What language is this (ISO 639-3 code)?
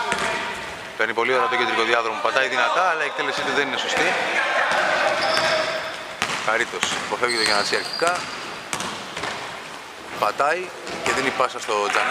ell